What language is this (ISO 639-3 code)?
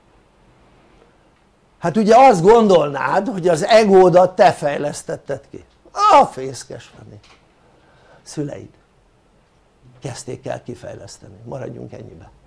hun